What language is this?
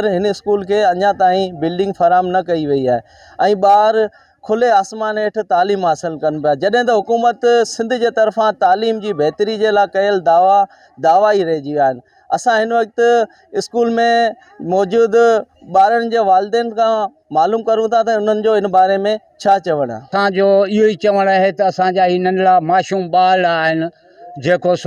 Sindhi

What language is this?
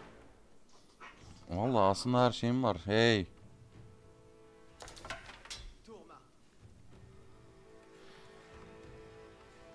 Turkish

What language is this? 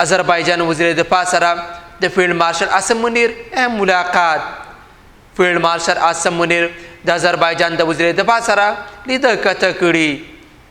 Pashto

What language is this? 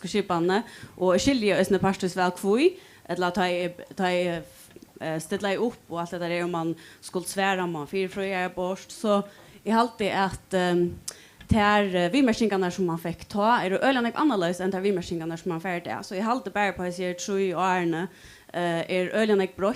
Faroese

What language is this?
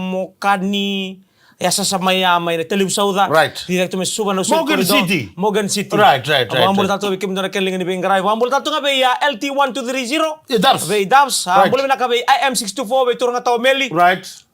Fijian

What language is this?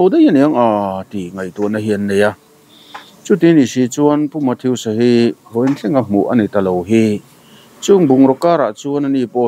Mizo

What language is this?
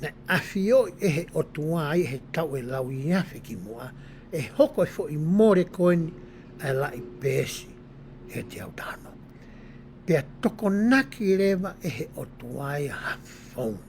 Tongan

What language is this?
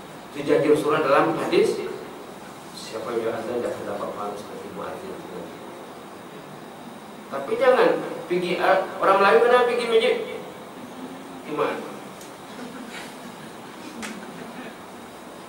Malay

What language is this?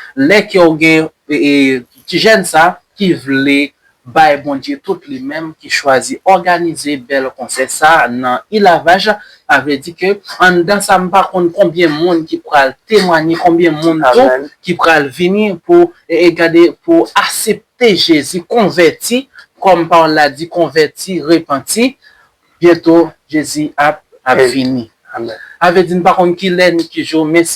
Haitian Creole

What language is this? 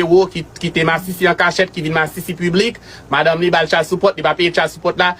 Haitian Creole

